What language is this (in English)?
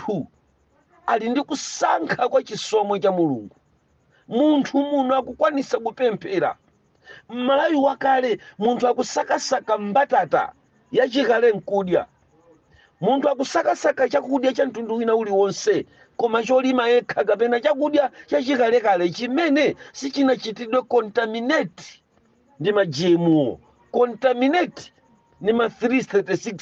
Nyanja